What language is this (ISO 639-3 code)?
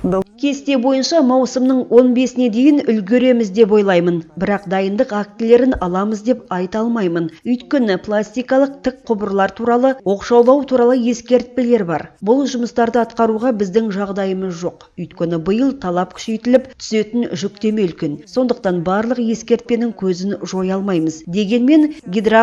kaz